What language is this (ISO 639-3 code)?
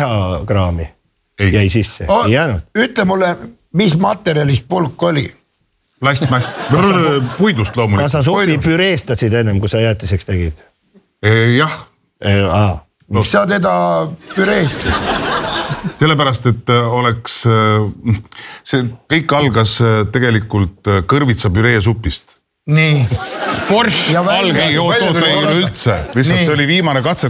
est